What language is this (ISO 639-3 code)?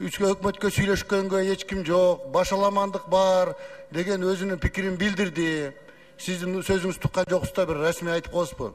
kir